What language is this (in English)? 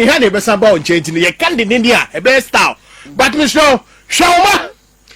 Akan